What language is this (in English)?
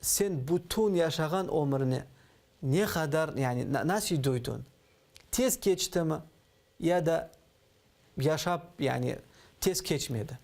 Crimean Tatar